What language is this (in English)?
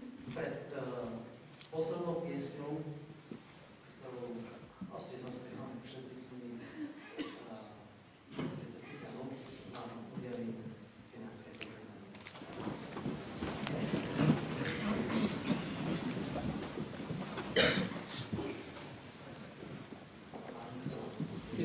Slovak